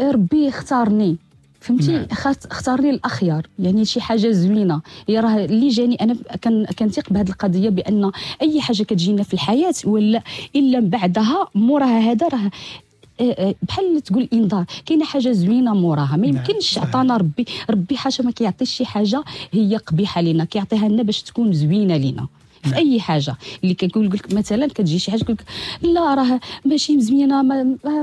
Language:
Moroccan Arabic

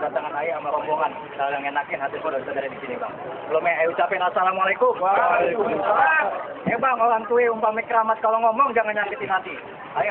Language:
Betawi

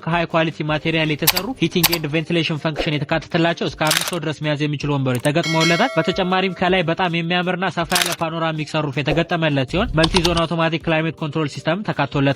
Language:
Amharic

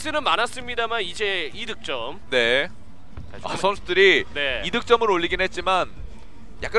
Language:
Korean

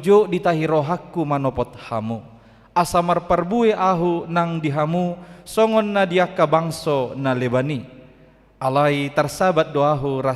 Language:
Batak Toba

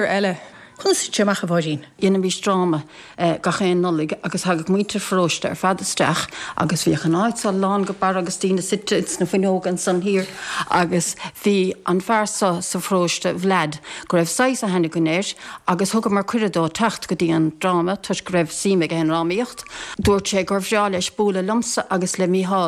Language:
Irish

